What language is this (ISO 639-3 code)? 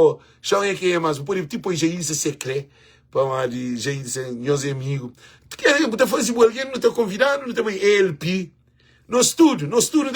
kea